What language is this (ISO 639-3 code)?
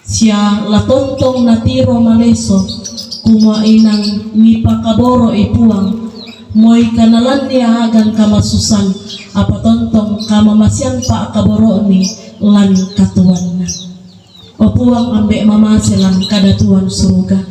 sda